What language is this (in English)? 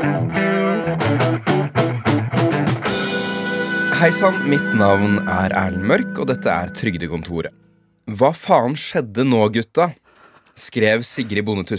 Norwegian